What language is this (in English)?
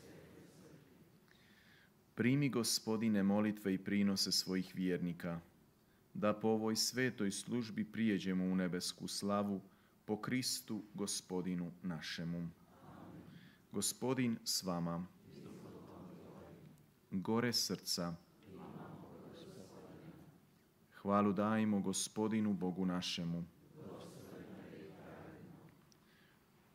Croatian